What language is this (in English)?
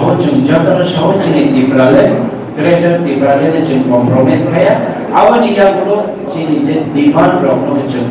Kok Borok